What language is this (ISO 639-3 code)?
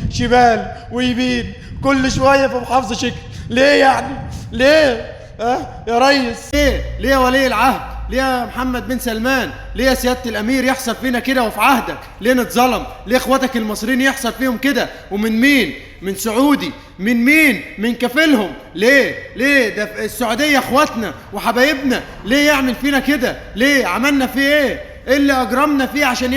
arz